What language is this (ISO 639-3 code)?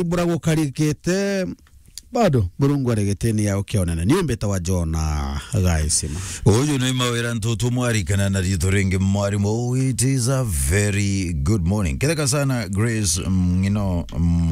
mer